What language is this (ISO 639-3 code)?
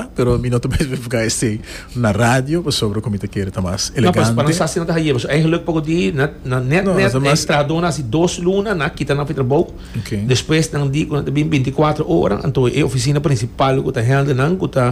pap